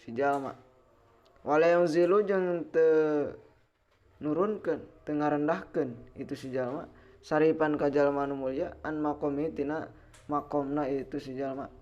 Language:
Sundanese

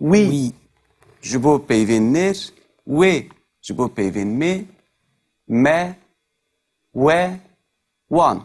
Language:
Kurdish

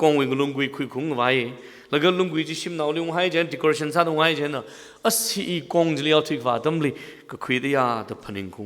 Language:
Tangkhul Naga (India)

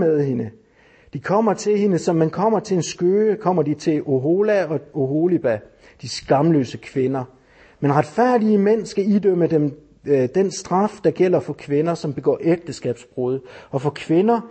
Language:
Danish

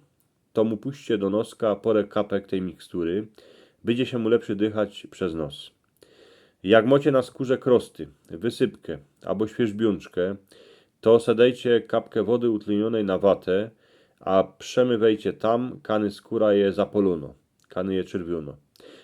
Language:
Silesian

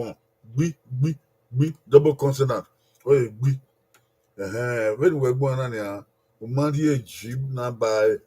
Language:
Bini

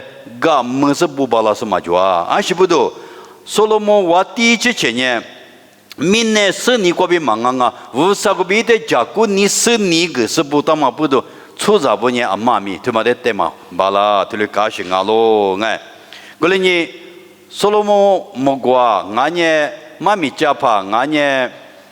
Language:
Lisu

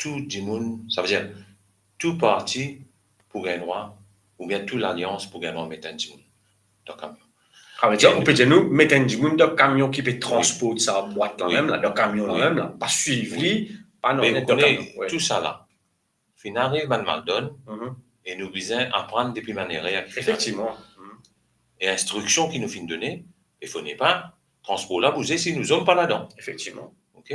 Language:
Morisyen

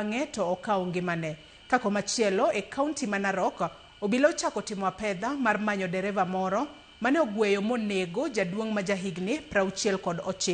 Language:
Luo (Kenya and Tanzania)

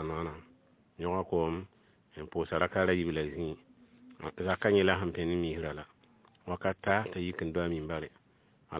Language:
Mossi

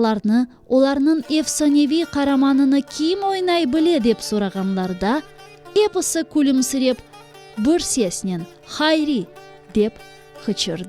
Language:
Crimean Tatar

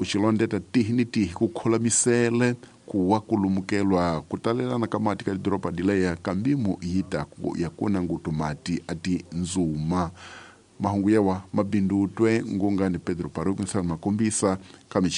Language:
Tsonga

